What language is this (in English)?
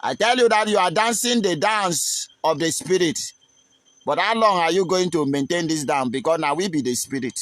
Nigerian Pidgin